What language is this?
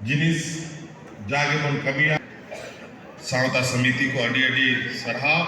Santali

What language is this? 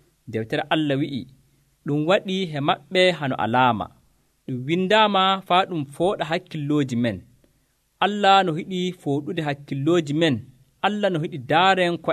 Nigerian Fulfulde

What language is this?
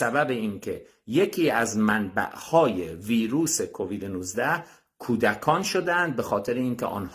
Tajik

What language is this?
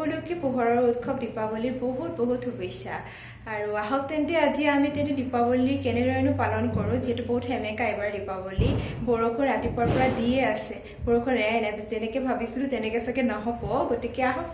Assamese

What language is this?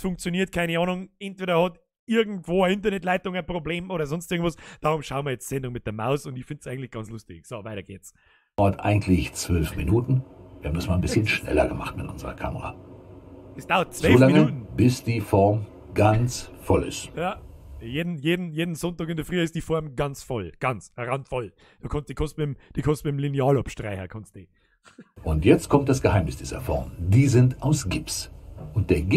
Bavarian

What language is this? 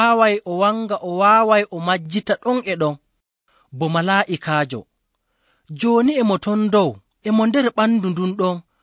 Nigerian Fulfulde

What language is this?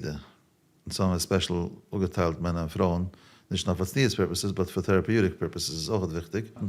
Yiddish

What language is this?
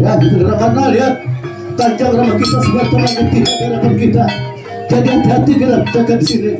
Banjar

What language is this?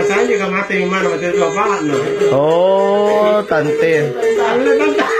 Makasar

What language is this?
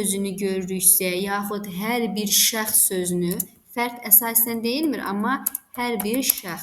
Azerbaijani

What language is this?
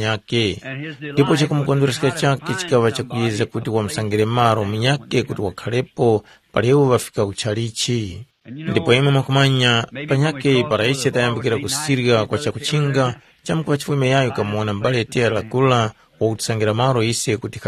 Tumbuka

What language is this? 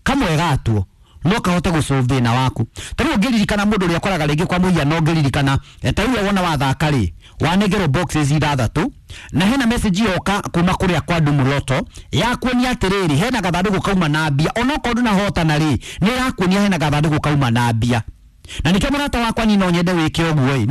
Kikuyu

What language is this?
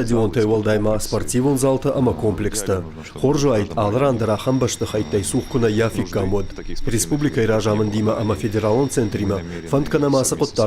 Ossetic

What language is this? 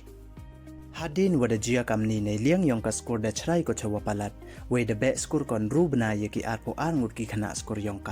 Pnar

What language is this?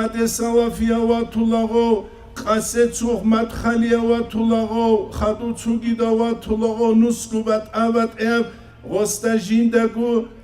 Avaric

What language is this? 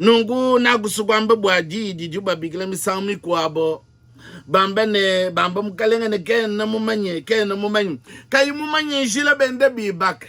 Luba-Lulua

